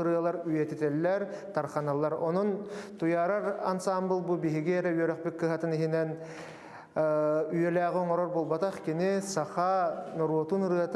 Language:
Yakut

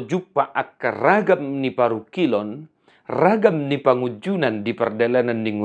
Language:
Batak Toba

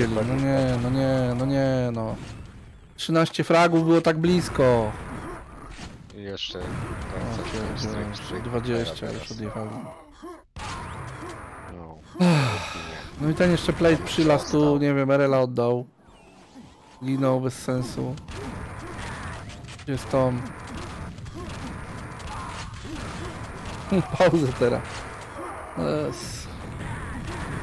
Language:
Polish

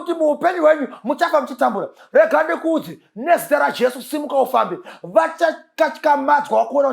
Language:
Shona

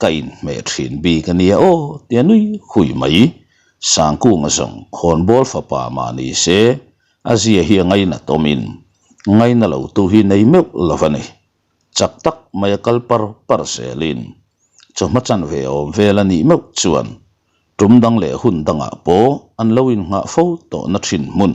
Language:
Mizo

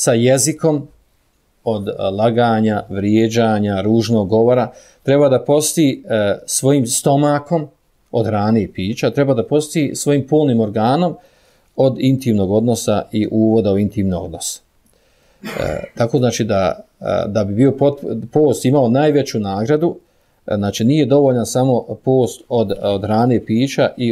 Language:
Bosnian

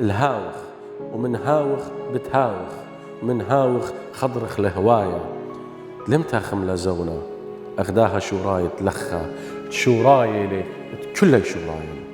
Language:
Assyrian Neo-Aramaic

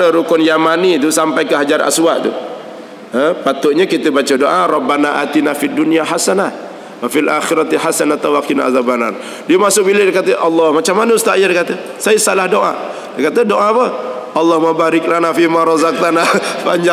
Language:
Malay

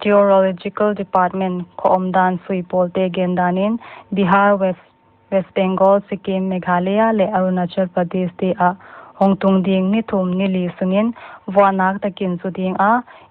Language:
Paite Chin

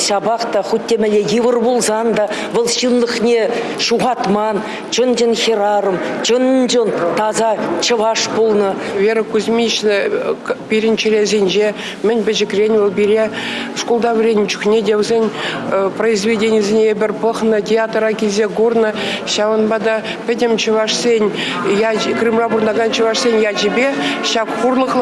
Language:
Chuvash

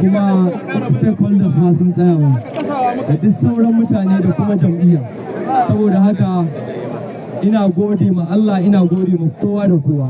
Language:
Hausa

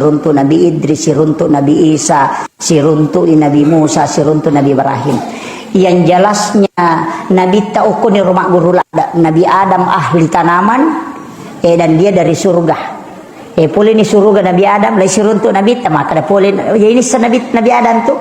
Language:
Buginese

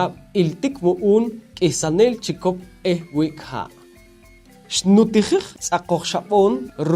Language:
Poqomchi'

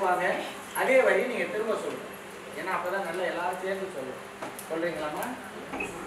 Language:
Tamil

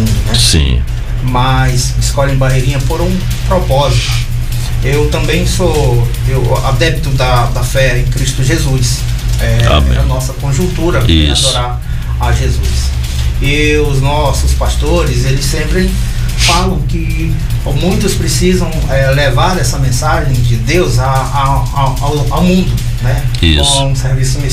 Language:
Portuguese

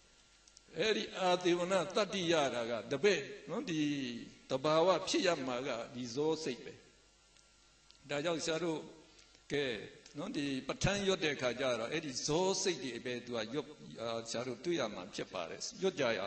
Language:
Burmese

